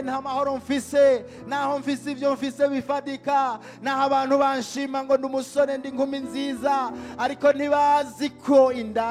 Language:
Rundi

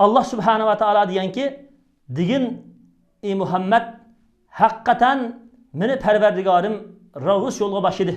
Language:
Uyghur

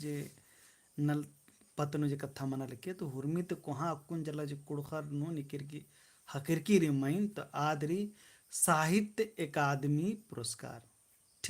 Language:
Kurukh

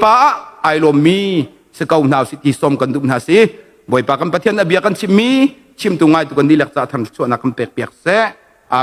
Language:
Hakha Chin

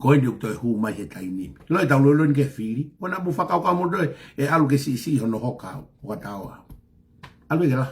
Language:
Tongan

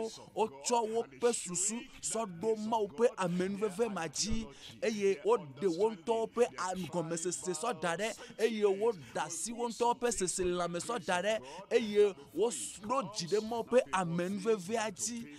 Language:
Ewe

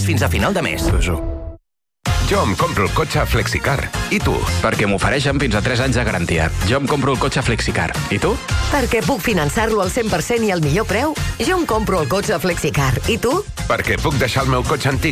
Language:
Catalan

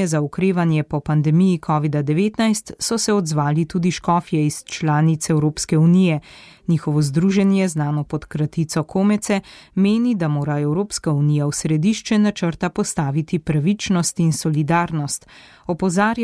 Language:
Slovenian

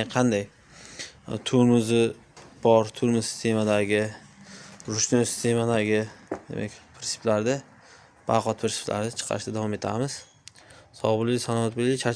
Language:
Uzbek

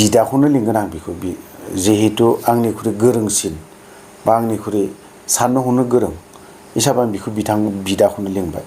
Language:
Bodo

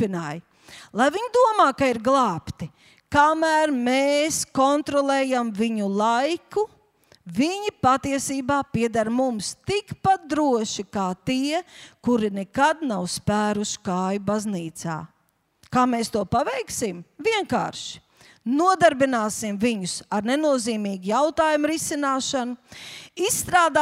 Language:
Latvian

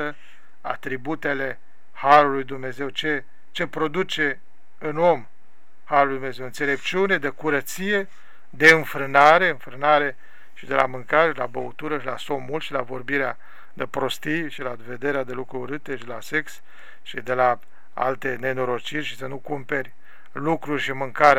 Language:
Romanian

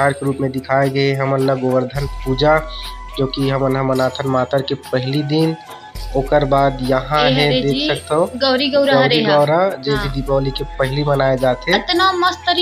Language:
Chhattisgarhi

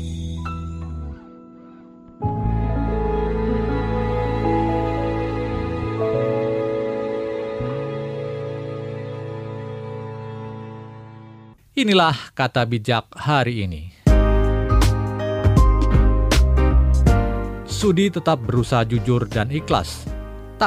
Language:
Indonesian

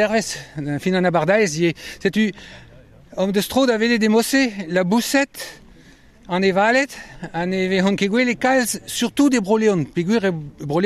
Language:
Breton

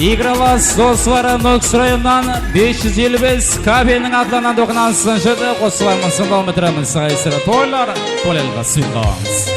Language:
Kara-Kalpak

